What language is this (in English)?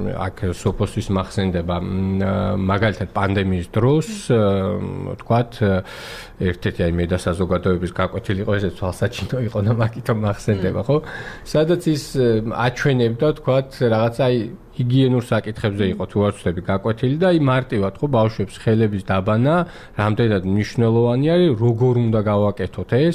Georgian